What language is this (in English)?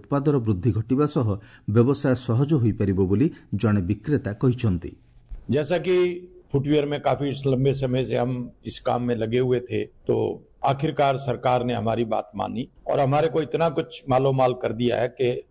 Odia